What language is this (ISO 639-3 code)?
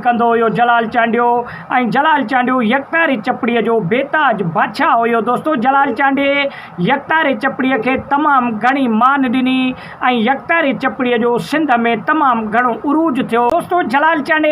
snd